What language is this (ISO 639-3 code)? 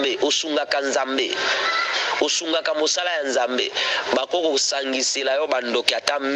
lin